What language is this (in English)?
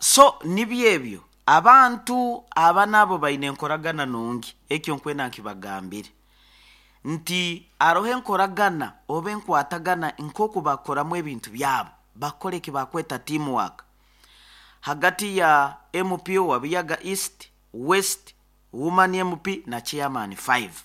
Nyoro